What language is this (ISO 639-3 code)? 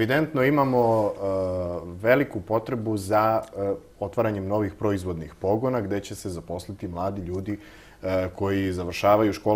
srp